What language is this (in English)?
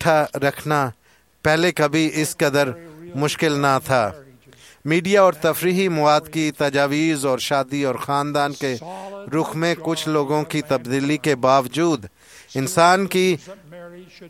Urdu